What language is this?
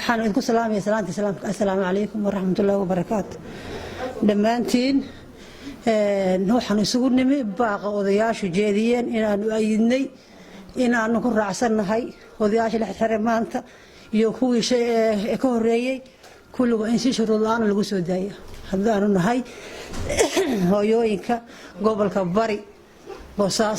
Somali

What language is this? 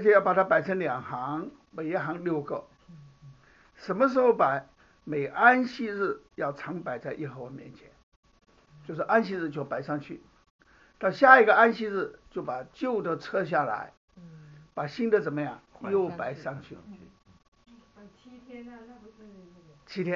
Chinese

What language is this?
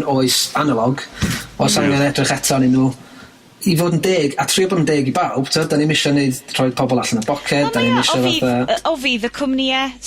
Welsh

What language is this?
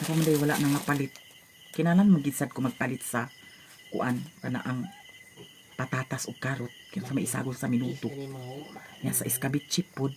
Cebuano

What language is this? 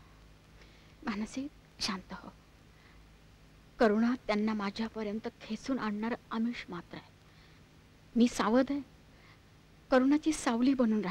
Marathi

